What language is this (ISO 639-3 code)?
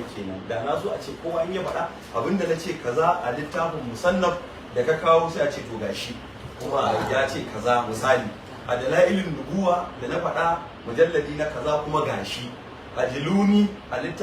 hau